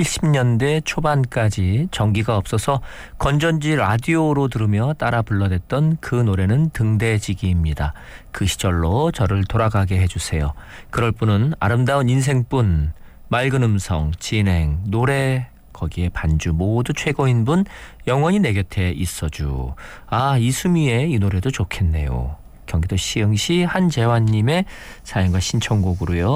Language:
Korean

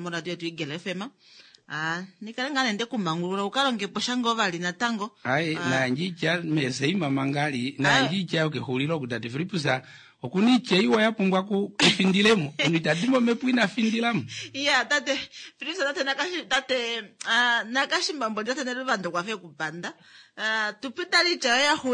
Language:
Kuanyama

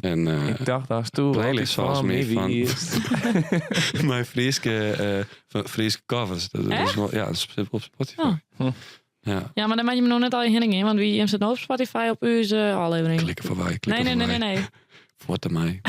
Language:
Western Frisian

